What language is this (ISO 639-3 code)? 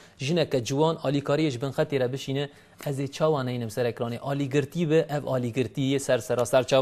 kur